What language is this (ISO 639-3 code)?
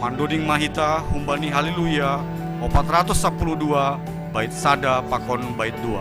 bts